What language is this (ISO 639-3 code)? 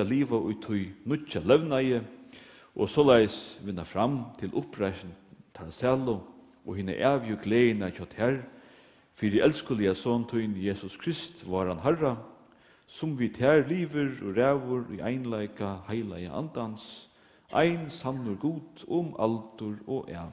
fao